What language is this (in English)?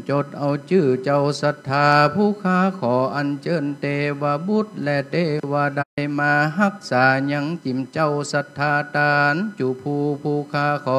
Pali